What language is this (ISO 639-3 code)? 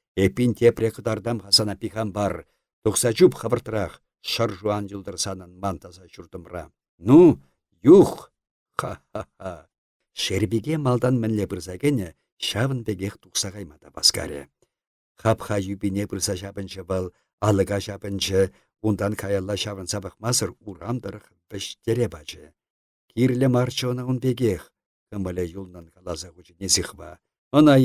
chv